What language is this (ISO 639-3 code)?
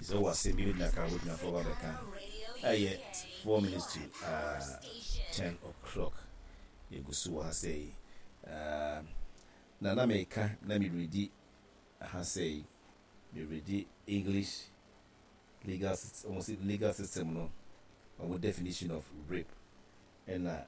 aka